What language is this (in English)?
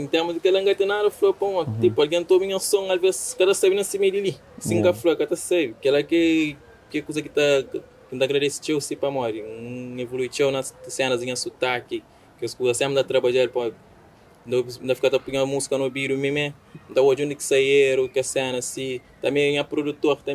Kabuverdianu